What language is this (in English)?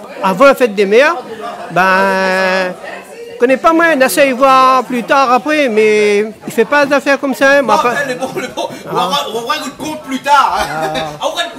Réunion Creole French